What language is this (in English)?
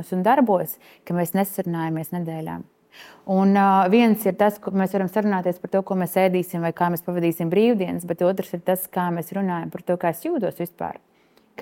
Latvian